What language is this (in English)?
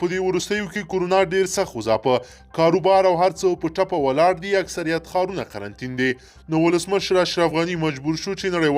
Pashto